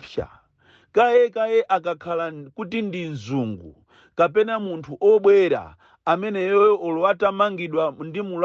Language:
Nyanja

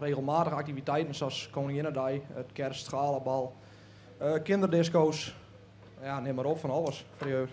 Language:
Western Frisian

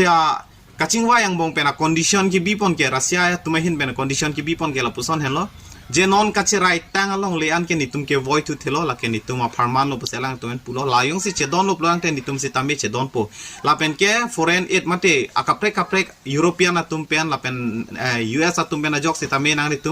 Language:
Karbi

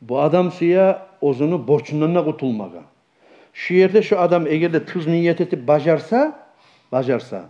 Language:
Kumyk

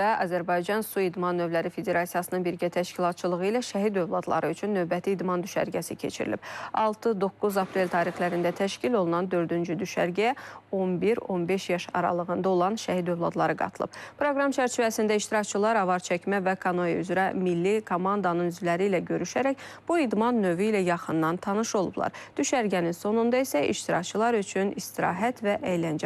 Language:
Azerbaijani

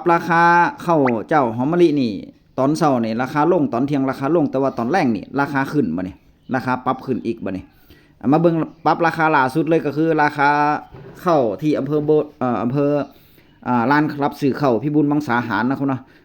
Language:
Northeastern Thai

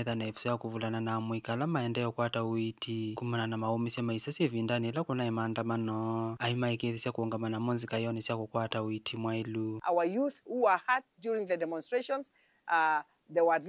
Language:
Kamba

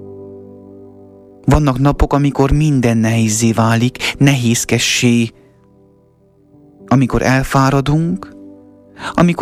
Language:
Hungarian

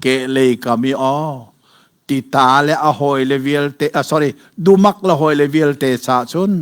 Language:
Hakha Chin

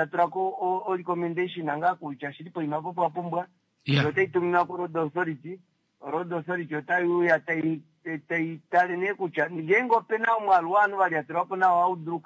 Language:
Kuanyama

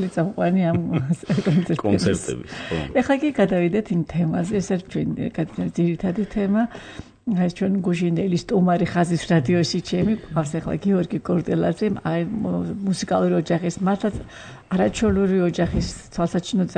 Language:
Georgian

